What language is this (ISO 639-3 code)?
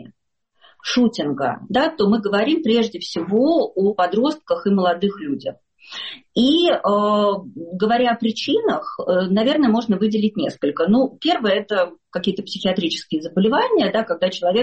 rus